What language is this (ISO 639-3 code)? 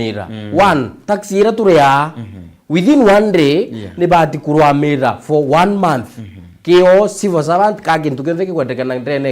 mer